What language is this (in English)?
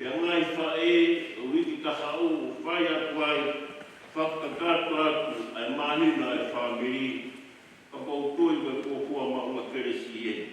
Tongan